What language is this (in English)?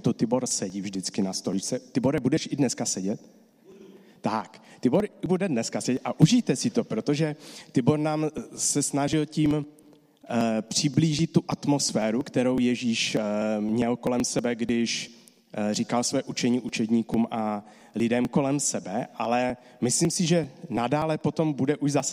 Czech